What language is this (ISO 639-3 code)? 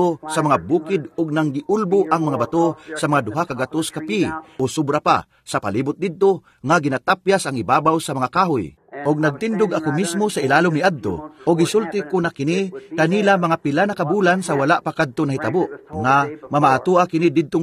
ceb